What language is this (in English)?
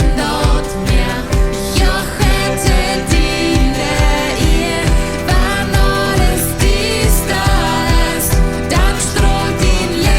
Plautdietsch